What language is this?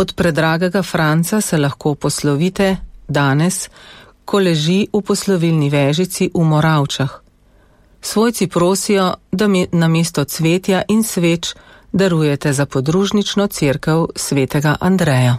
Slovenian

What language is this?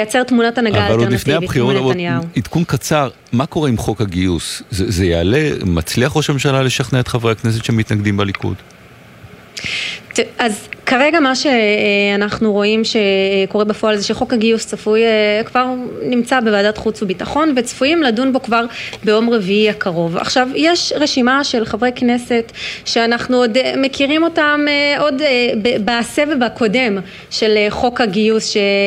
Hebrew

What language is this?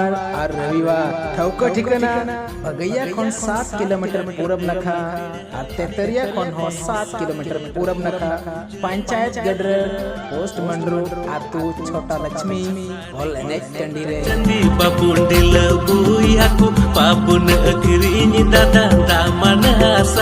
Santali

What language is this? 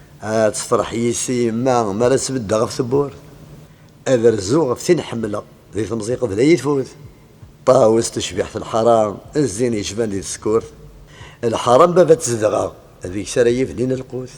Kabyle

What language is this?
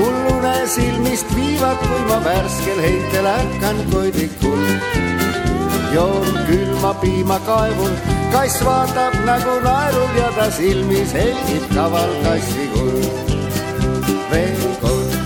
Estonian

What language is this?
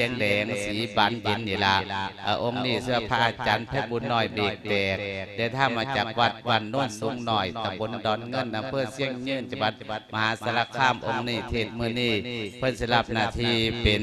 Lao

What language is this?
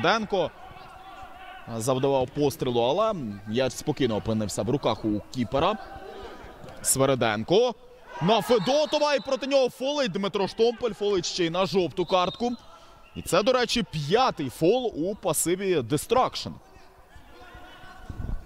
Ukrainian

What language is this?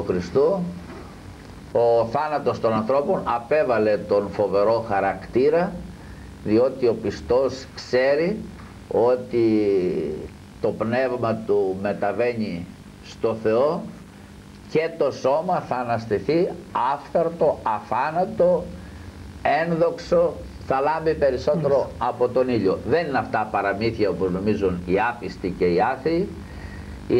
Greek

